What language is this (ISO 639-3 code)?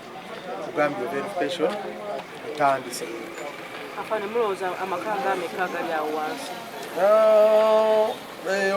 lug